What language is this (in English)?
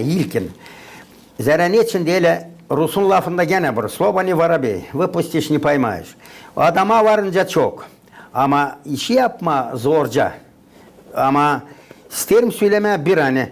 Gagauz